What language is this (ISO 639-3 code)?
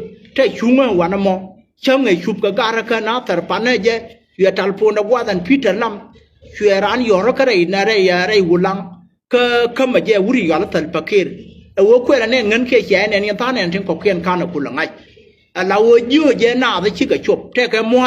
nus